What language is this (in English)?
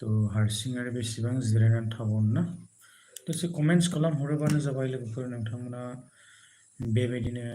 Bodo